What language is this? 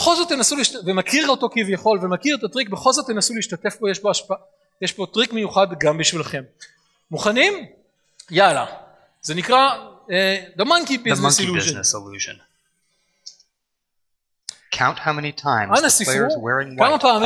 Hebrew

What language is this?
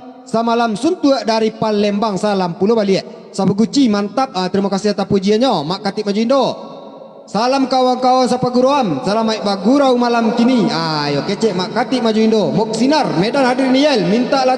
Minangkabau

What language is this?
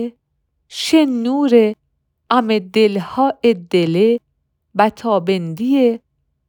Mazanderani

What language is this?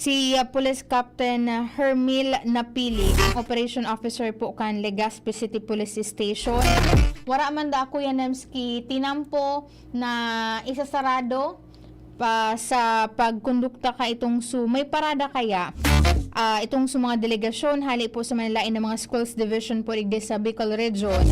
Bikol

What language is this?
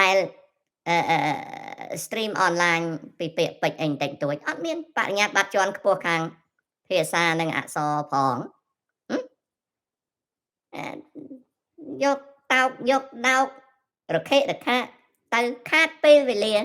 Khmer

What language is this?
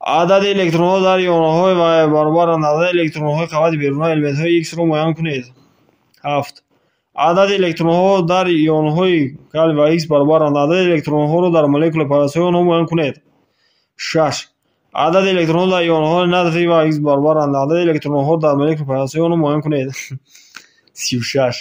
Tajik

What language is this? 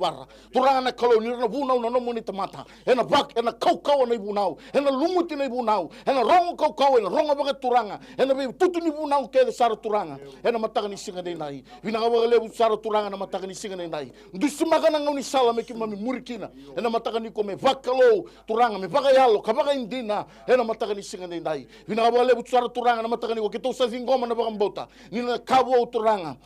Fijian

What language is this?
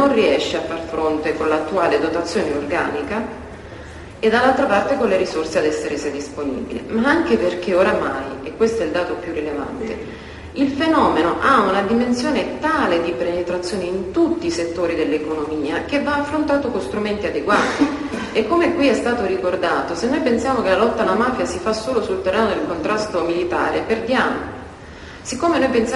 Italian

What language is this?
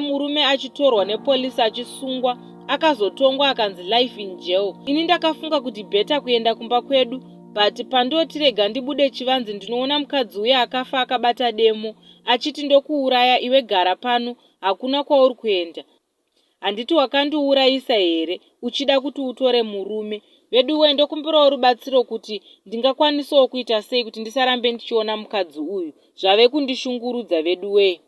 Shona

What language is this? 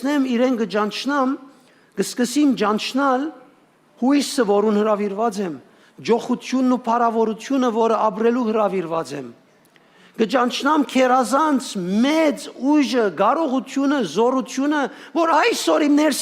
Western Armenian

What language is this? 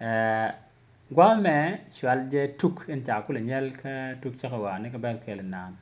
Nuer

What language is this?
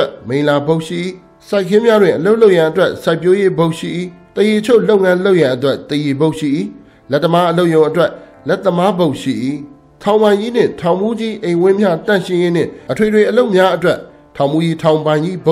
Burmese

